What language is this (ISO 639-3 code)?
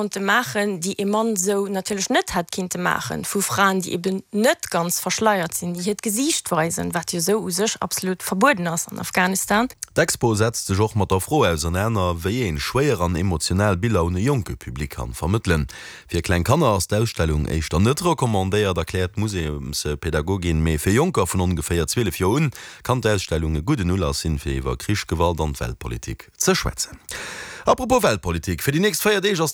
ltz